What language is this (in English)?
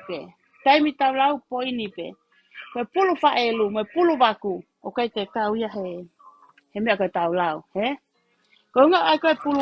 Tongan